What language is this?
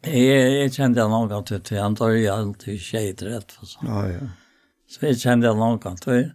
Faroese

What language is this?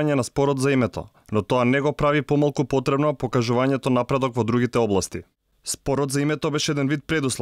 Macedonian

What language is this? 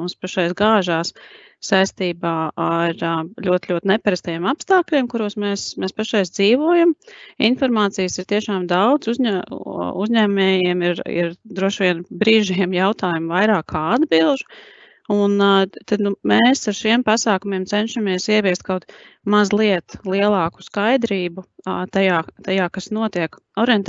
Latvian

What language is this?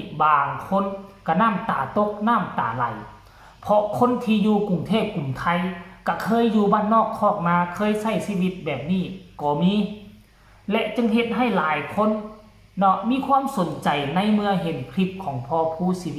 Lao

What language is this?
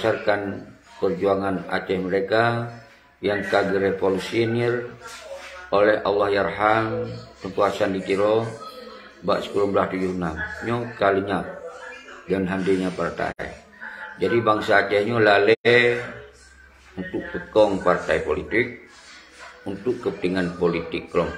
Achinese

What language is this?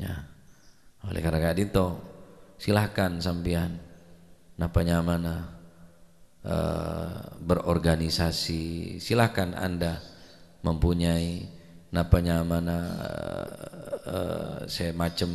Madurese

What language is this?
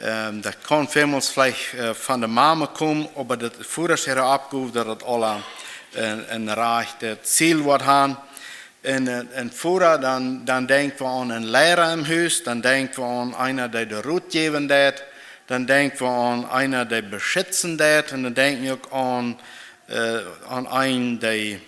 Plautdietsch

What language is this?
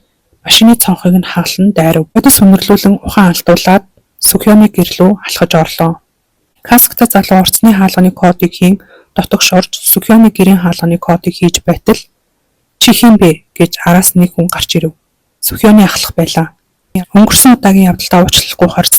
Mongolian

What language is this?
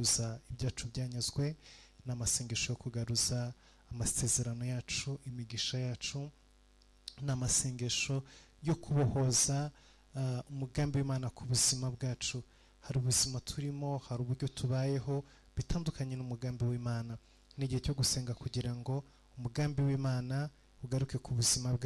Kinyarwanda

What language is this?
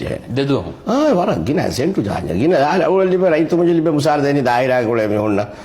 Divehi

